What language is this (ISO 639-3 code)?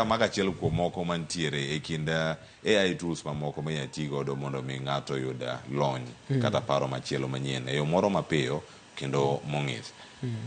luo